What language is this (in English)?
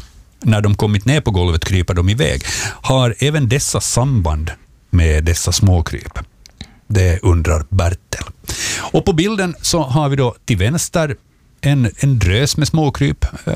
Swedish